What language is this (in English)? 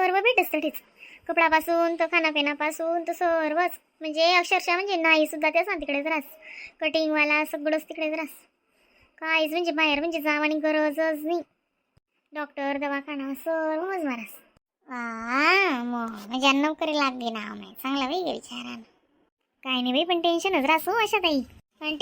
Khandesi